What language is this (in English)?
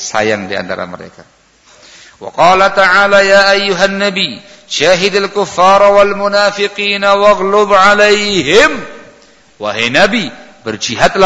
Indonesian